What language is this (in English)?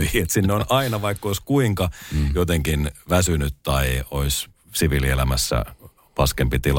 Finnish